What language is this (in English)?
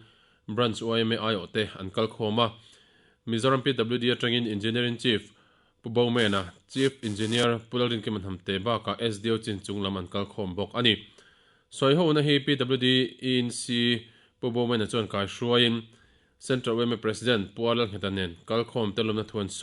Mizo